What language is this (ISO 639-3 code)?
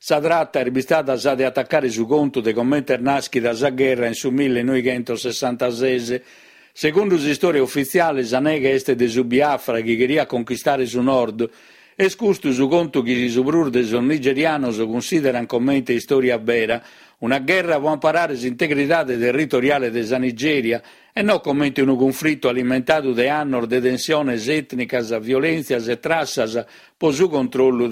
srd